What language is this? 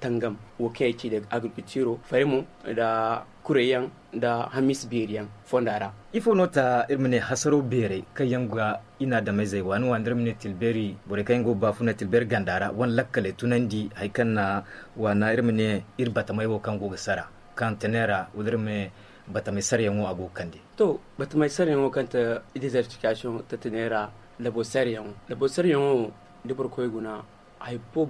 Zarma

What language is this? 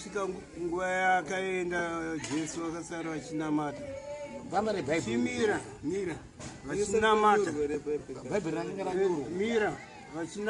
Shona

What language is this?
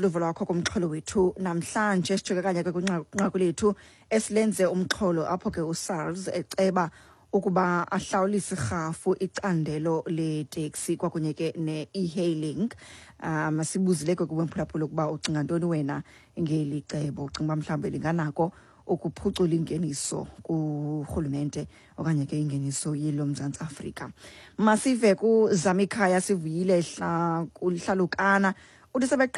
Xhosa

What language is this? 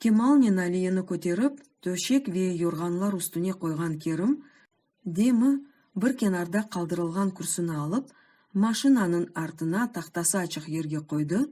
Crimean Tatar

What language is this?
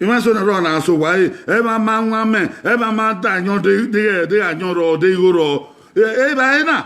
Bini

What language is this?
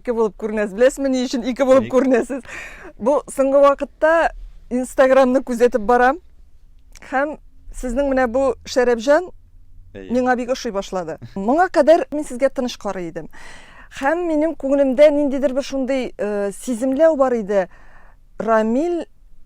Tatar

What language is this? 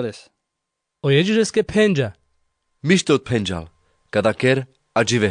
Carpathian Romani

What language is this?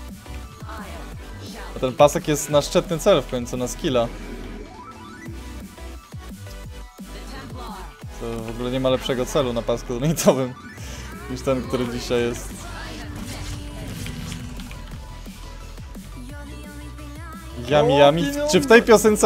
Polish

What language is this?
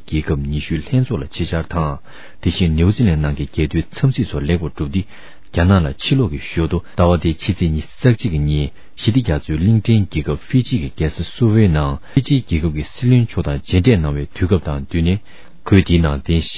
Tibetan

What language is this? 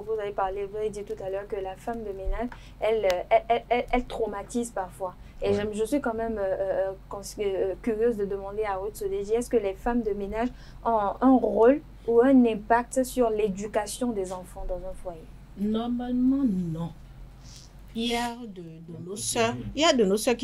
French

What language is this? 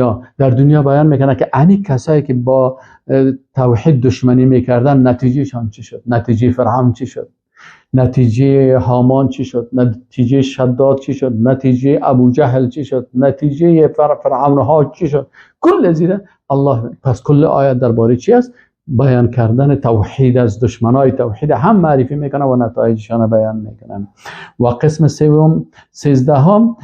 Persian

